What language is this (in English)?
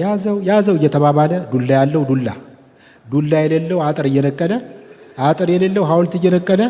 Amharic